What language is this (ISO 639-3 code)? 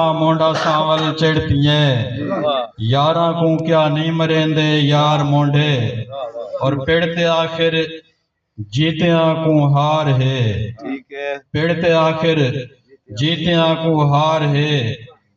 skr